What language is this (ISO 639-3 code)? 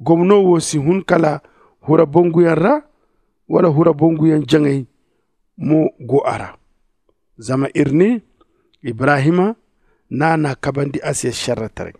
dje